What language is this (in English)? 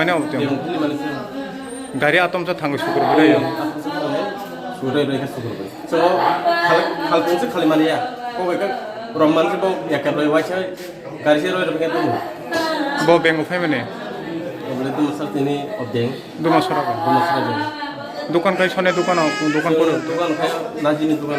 Kok Borok